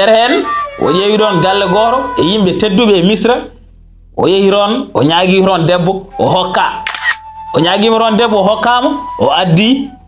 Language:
Fula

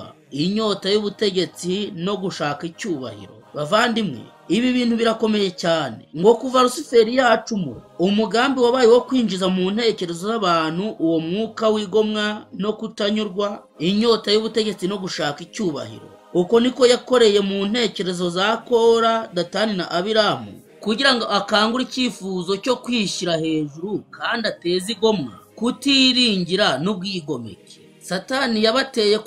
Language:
Kinyarwanda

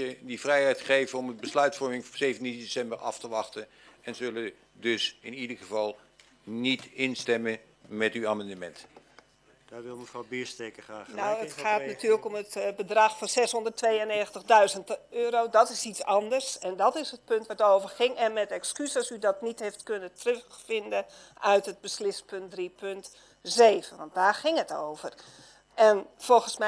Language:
Dutch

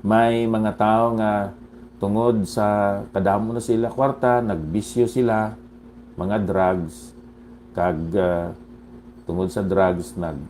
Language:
Hiligaynon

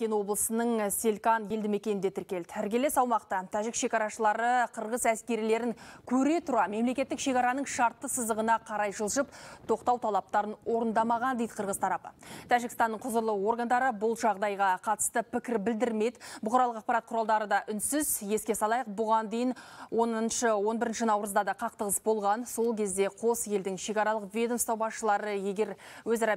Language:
Kazakh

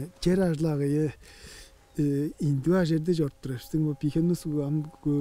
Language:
Tuvinian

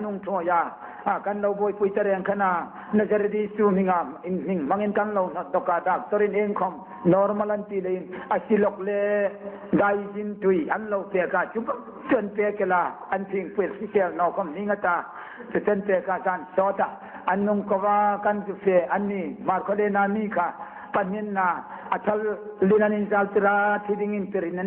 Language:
Hmar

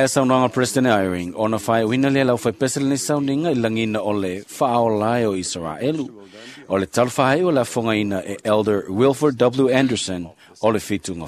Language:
Samoan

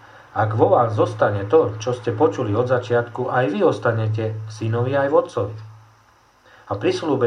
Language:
Slovak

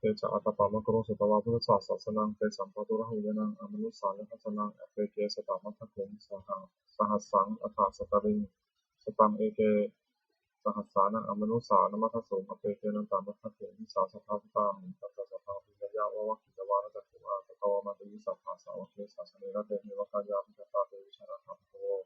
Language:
Pali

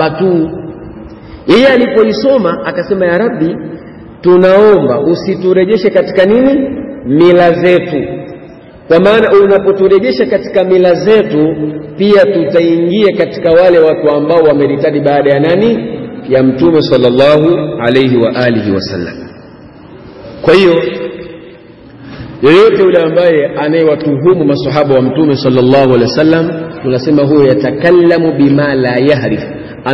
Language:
Swahili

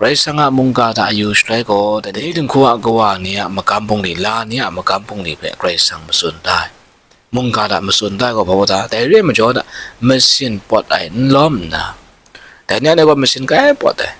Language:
Kachin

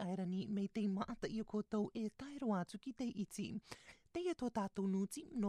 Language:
Rarotongan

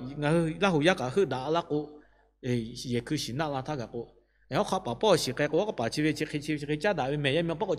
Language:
Lahu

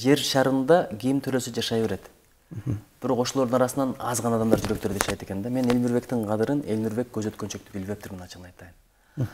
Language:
Kyrgyz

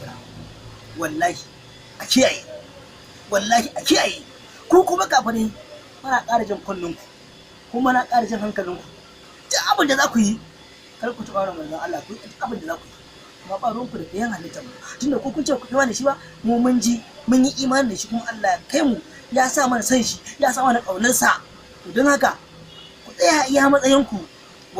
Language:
Hausa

